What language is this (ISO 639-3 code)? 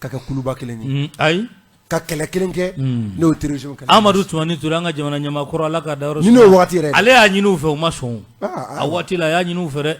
bam